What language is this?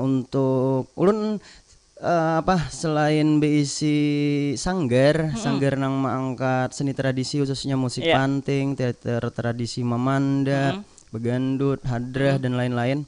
Banjar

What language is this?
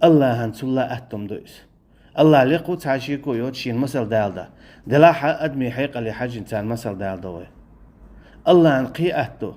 Chechen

